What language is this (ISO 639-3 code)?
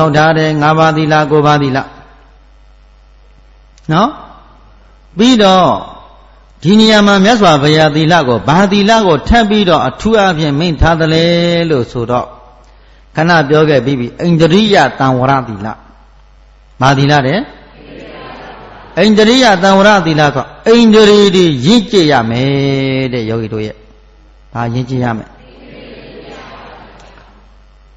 mya